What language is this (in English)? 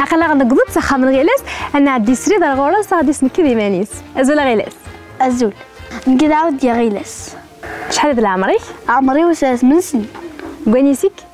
Kabyle